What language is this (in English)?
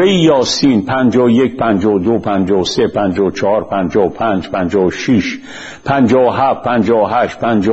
Persian